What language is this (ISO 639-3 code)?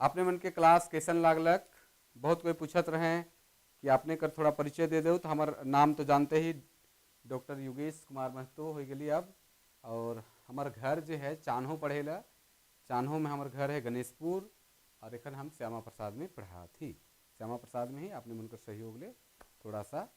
sck